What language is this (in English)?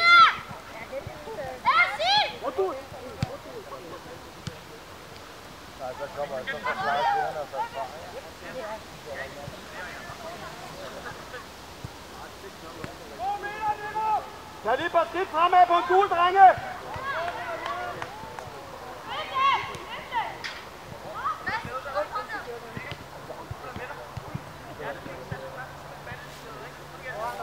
Danish